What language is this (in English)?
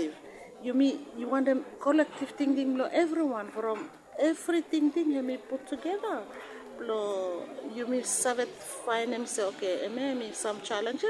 Bislama